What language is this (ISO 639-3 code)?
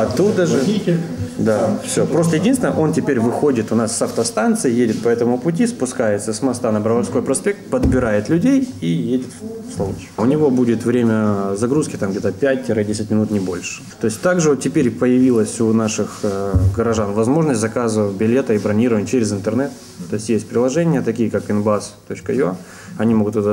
rus